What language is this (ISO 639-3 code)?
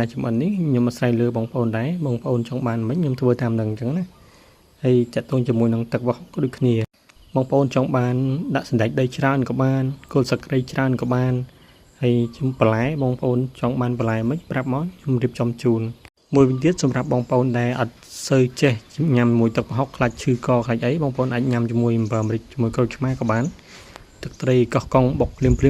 khm